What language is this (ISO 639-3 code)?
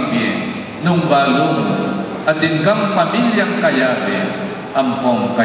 pam